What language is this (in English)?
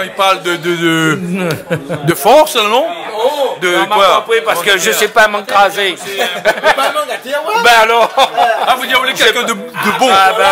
Réunion Creole French